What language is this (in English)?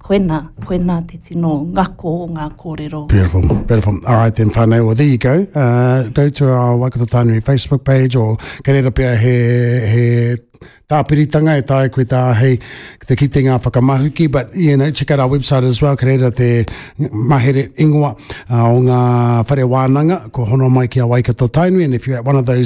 Māori